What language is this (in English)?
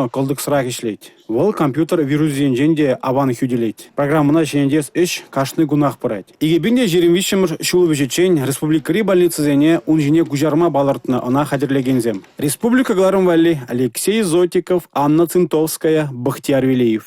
Chuvash